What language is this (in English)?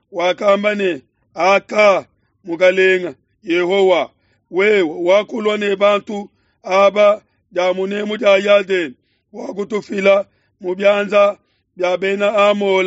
Luba-Lulua